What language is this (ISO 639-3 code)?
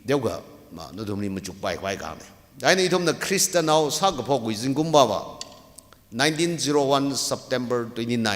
nmf